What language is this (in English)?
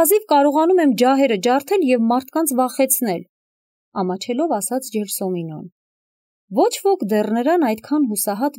Armenian